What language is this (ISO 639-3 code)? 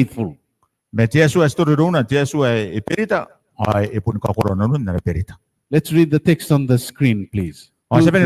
gil